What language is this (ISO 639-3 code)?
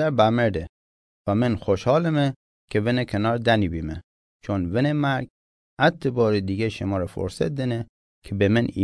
mzn